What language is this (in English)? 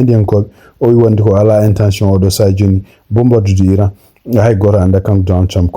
Fula